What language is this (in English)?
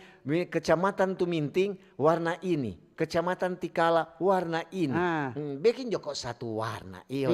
Manado Malay